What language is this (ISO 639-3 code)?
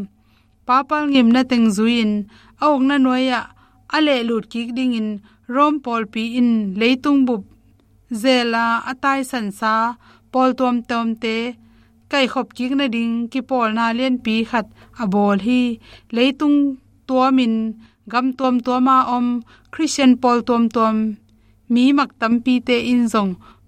ctd